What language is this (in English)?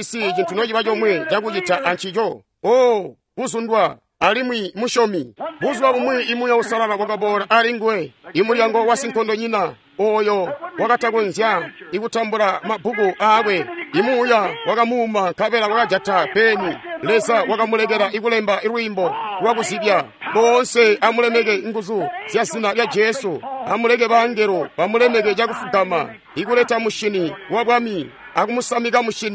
Tonga (Zambia)